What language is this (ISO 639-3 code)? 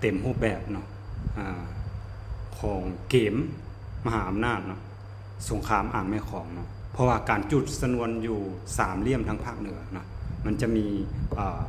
lao